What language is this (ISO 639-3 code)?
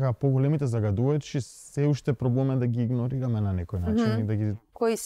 mkd